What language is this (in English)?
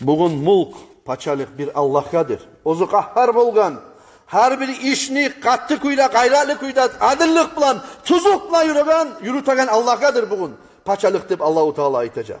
Kumyk